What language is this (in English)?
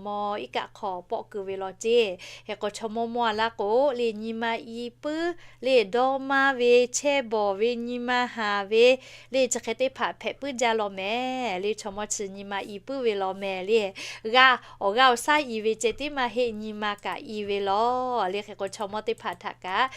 Lahu